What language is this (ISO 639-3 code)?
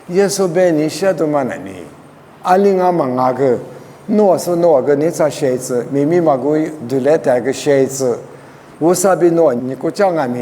lis